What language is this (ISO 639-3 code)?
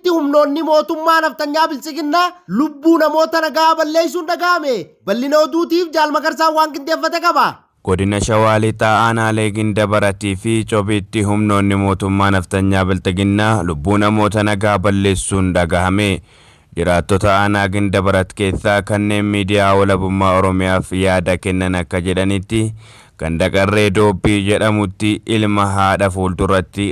orm